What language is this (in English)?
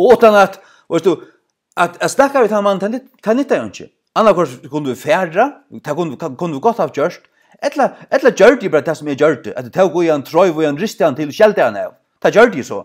Faroese